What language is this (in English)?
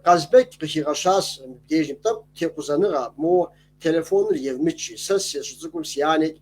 Kabardian